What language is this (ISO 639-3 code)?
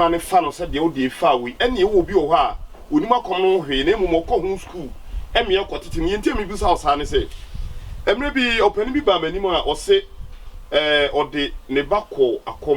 aka